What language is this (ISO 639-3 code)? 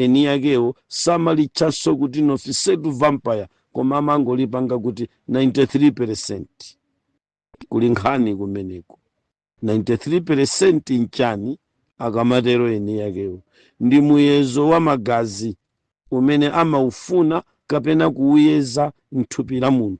nya